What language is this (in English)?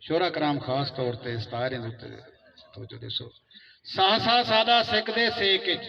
Saraiki